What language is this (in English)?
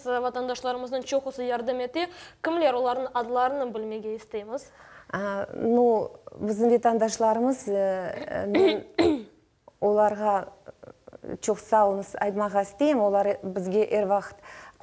Crimean Tatar